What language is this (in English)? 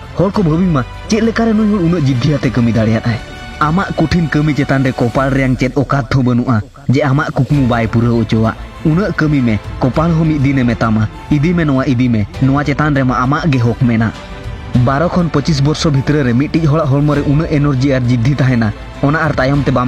Santali